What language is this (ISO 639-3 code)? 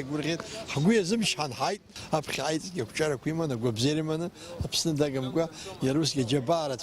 abk